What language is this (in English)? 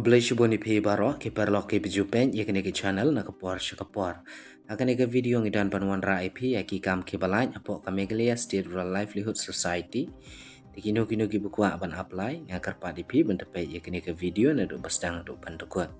Khasi